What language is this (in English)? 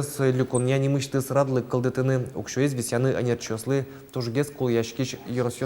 Udmurt